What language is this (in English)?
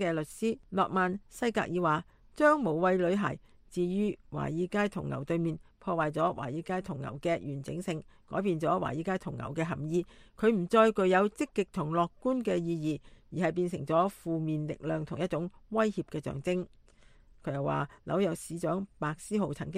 Cantonese